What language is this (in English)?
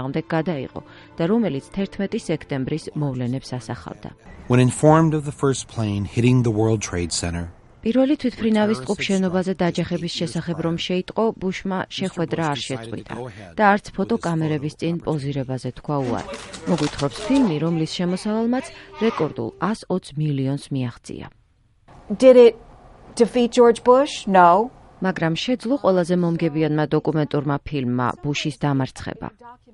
Georgian